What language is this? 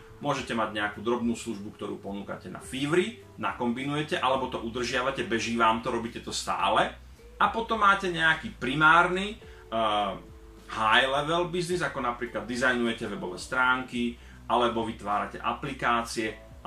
Slovak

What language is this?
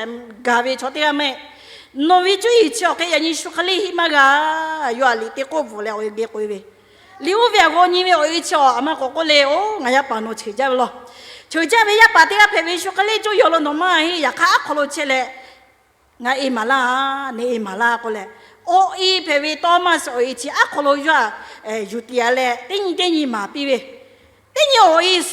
Lahu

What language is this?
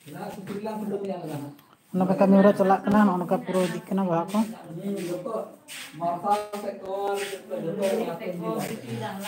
Santali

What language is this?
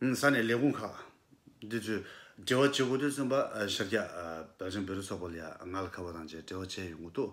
Tibetan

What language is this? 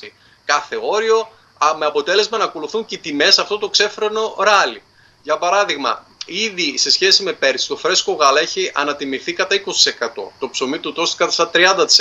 Greek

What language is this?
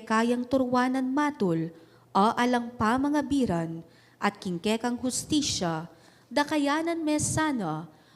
Pampanga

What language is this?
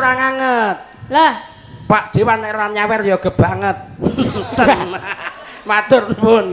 Javanese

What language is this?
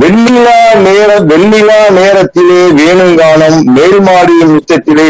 Tamil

